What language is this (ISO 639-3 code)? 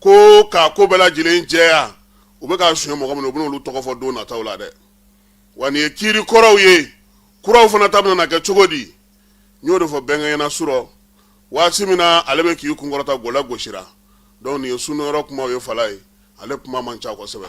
bam